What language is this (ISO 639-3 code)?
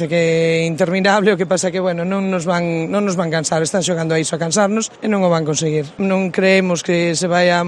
glg